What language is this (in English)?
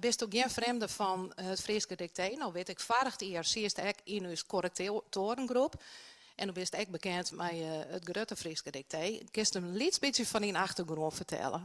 Western Frisian